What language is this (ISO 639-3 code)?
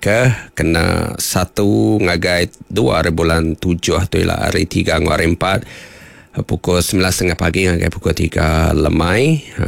iba